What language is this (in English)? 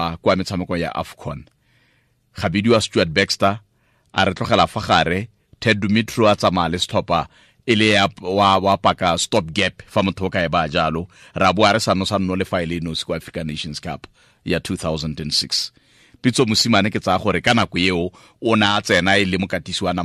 Tswana